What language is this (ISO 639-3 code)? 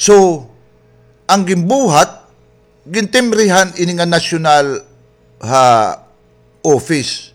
war